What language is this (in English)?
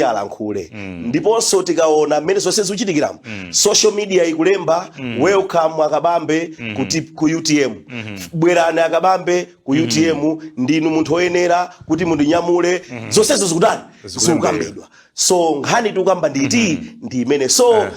Nyanja